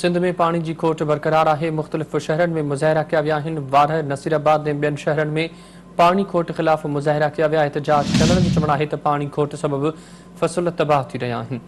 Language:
Sindhi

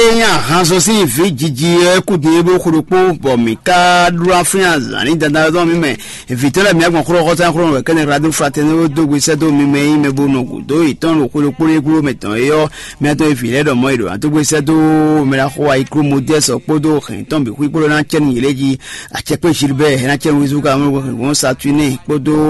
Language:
Fon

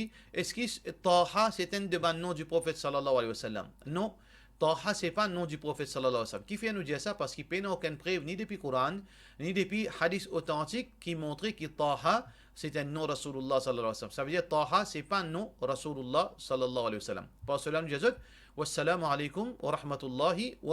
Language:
Morisyen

